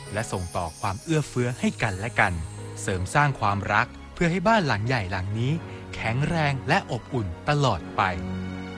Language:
Thai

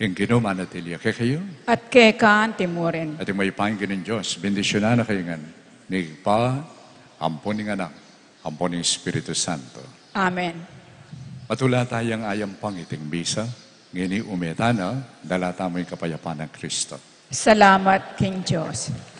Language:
Pampanga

